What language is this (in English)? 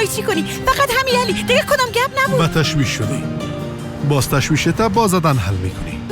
Persian